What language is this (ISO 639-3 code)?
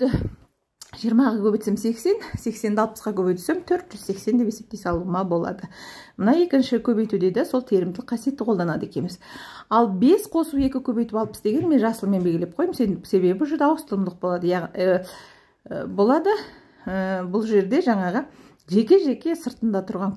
kaz